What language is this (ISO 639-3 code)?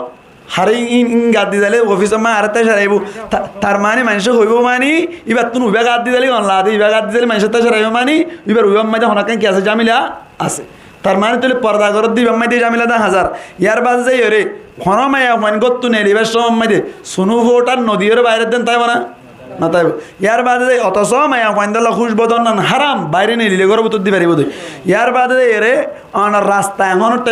rhg